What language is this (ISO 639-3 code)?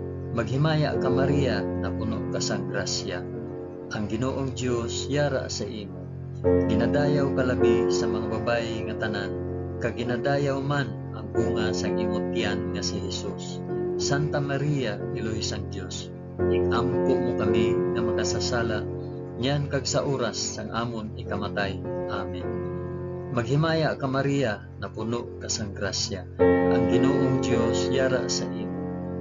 hil